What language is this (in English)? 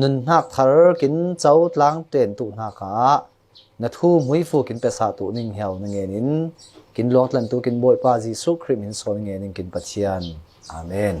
Falam Chin